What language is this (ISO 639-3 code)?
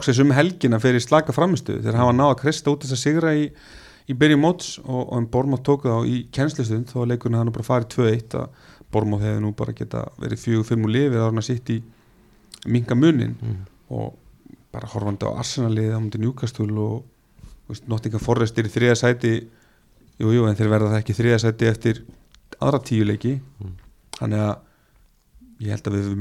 isl